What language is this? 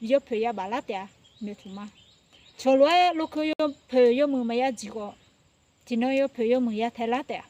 Akha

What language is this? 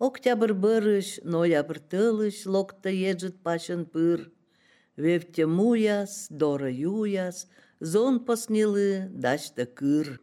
Albanian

